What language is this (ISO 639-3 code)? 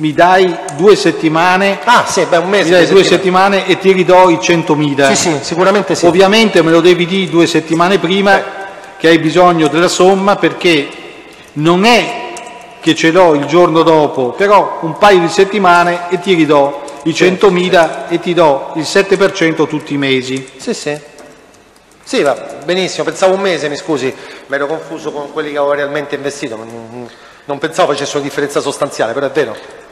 ita